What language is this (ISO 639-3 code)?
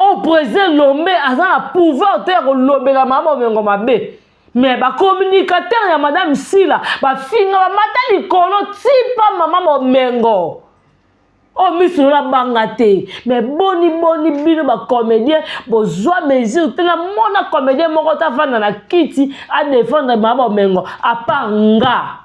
lin